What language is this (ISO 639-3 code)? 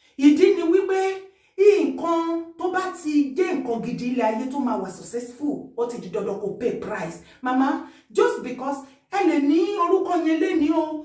yor